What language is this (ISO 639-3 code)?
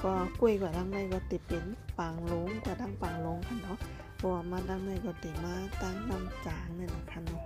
shn